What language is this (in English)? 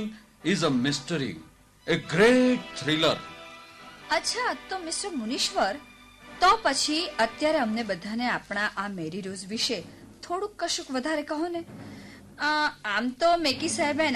Gujarati